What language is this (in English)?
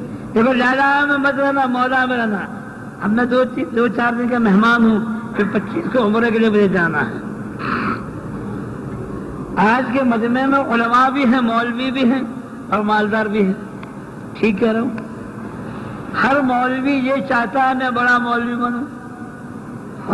Urdu